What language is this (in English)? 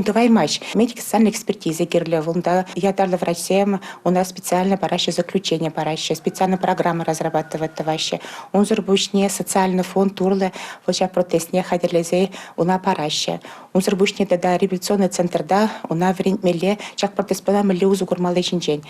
Chuvash